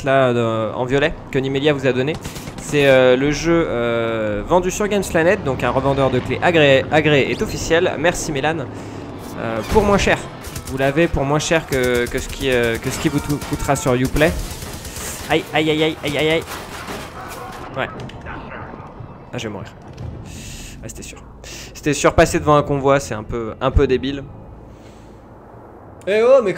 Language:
French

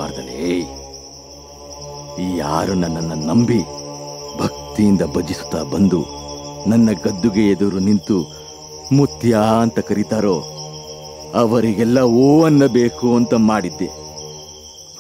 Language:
Kannada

